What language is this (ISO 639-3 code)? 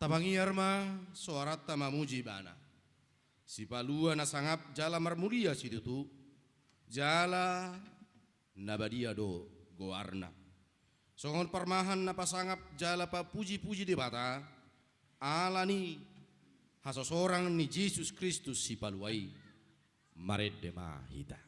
bbc